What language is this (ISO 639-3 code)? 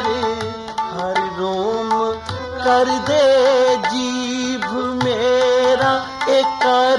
pan